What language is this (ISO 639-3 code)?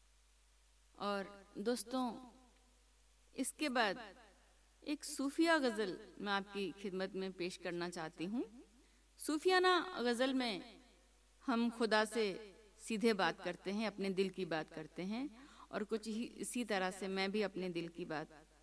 hin